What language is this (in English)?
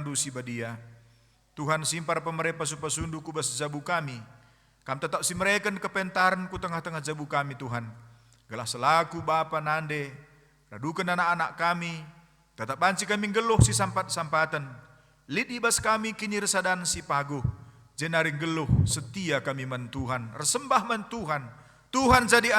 Batak Karo